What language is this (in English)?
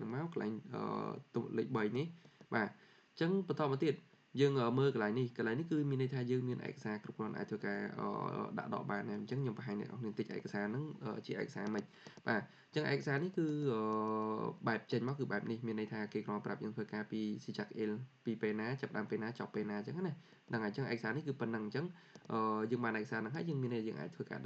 Khmer